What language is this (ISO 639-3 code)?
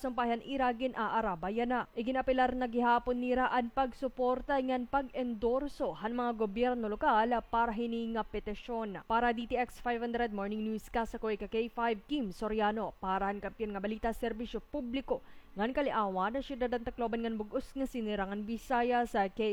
war